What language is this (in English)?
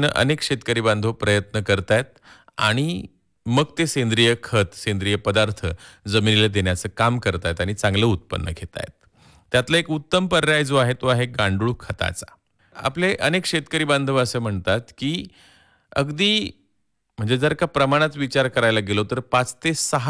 Marathi